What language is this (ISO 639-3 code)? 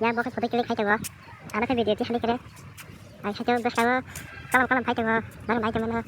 trp